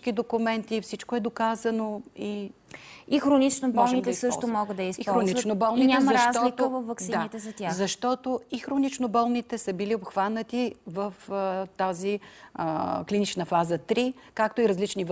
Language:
Bulgarian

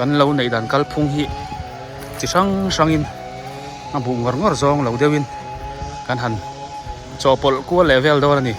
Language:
Biete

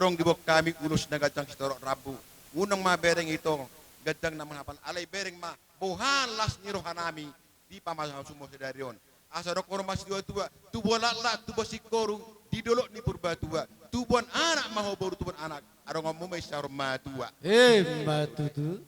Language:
Batak Toba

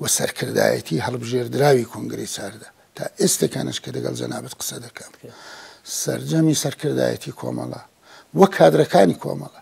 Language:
Central Kurdish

